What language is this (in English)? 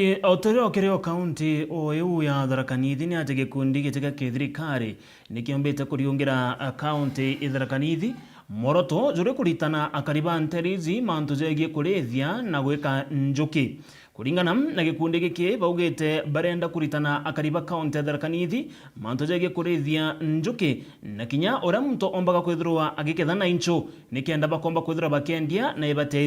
Meru